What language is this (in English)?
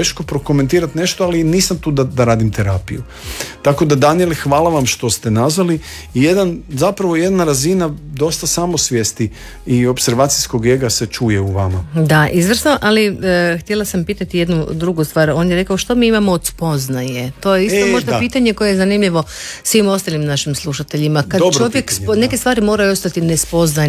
Croatian